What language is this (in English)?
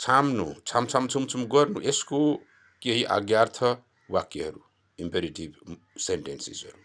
Nepali